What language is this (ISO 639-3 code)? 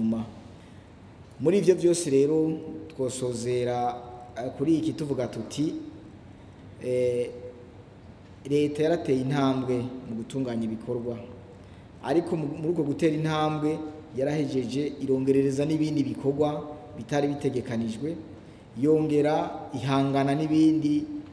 run